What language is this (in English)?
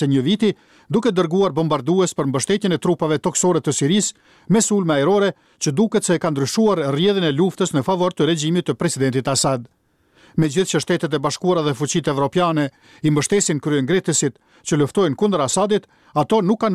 Albanian